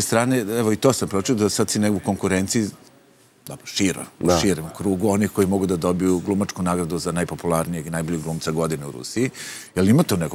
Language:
Serbian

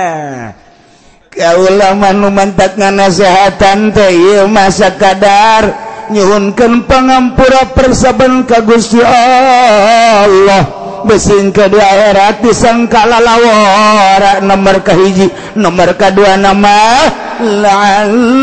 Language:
Sundanese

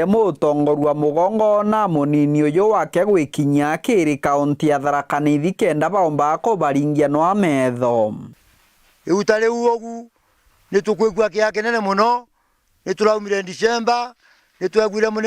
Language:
Meru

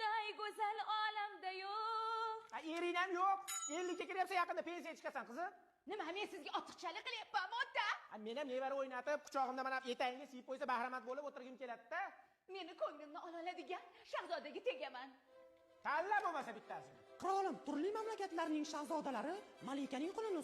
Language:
Uzbek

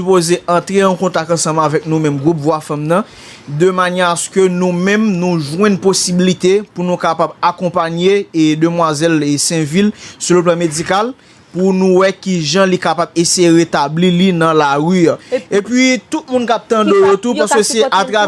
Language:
Haitian Creole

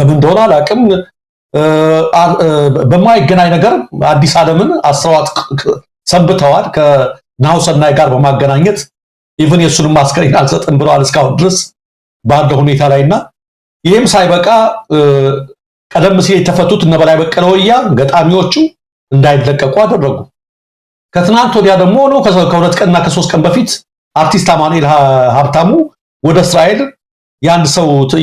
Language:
Amharic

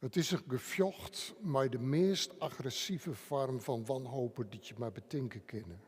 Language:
Western Frisian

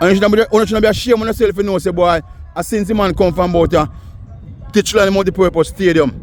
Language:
Jamaican Creole English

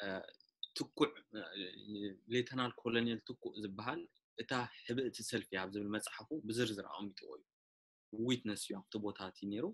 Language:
Tigrinya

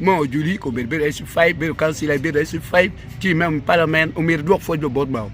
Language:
Acoli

